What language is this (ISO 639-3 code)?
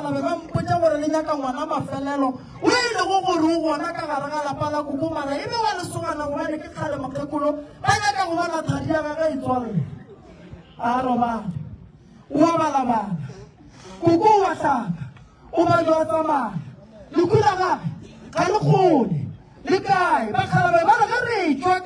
nso